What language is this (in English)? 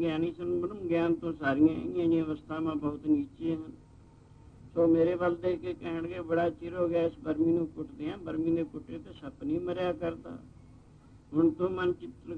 Punjabi